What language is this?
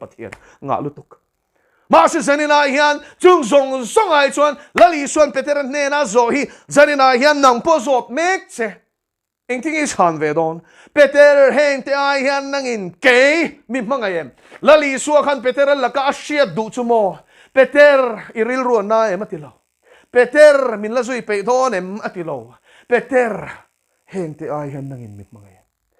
Mizo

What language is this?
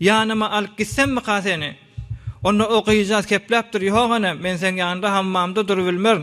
Turkmen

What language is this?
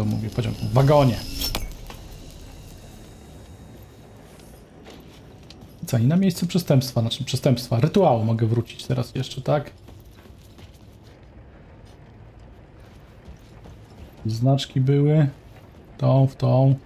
Polish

